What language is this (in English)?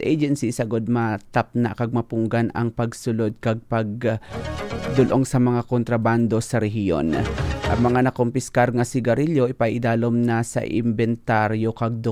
Hiligaynon